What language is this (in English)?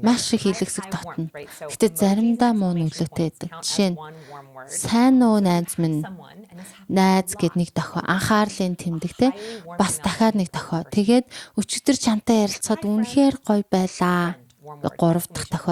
Mongolian